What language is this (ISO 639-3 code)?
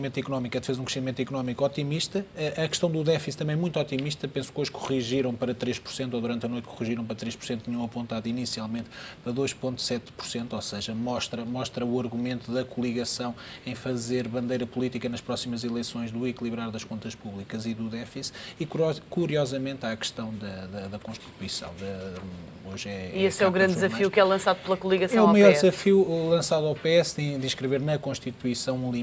por